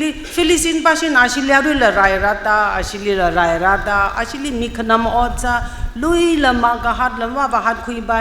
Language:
Tangkhul Naga (India)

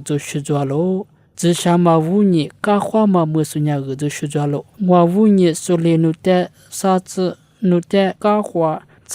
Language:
Lisu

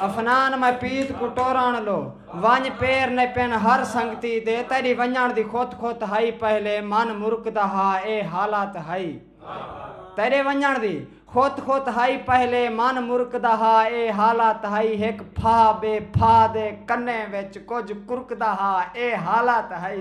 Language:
Saraiki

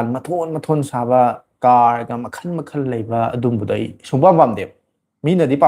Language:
Manipuri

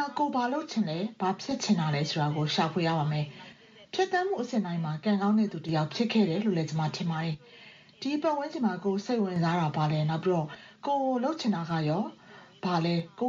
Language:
Burmese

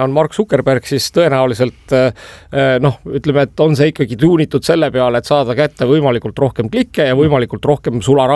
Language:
Estonian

